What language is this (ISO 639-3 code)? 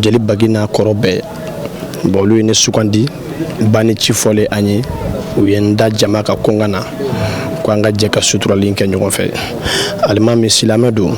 bam